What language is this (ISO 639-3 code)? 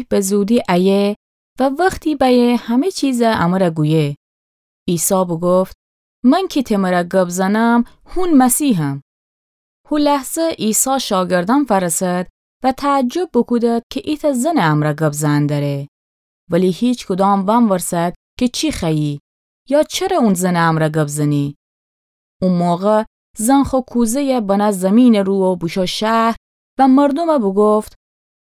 glk